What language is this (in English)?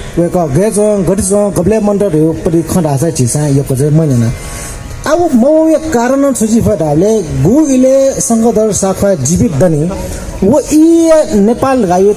Newari